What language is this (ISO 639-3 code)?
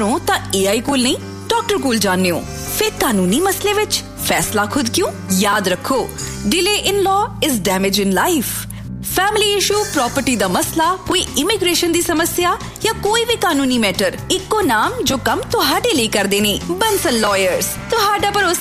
pan